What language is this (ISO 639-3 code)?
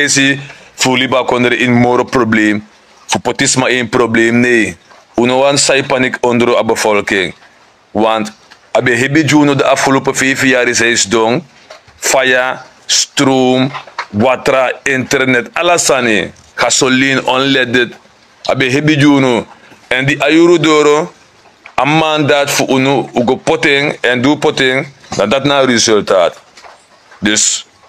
srn